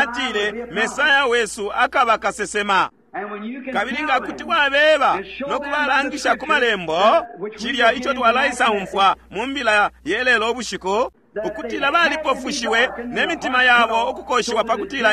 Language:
Bemba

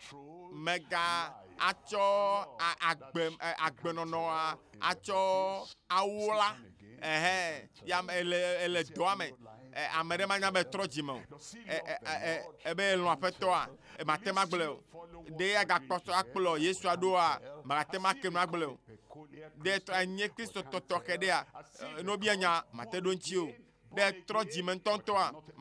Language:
Ewe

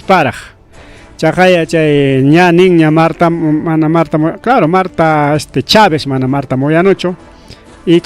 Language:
Ayacucho Quechua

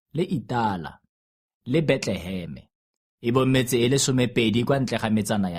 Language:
Tswana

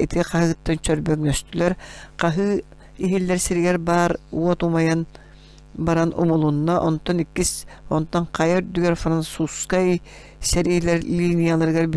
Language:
Yakut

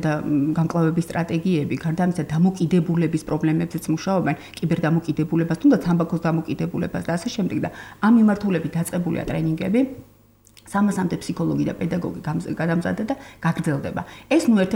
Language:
Georgian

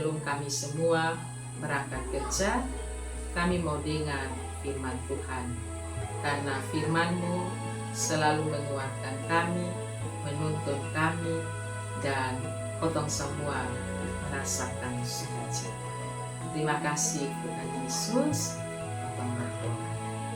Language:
Kupang Malay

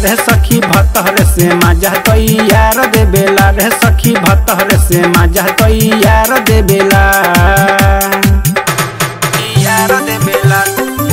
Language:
Bhojpuri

